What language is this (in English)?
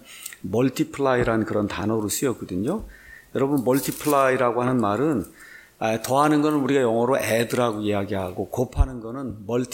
Korean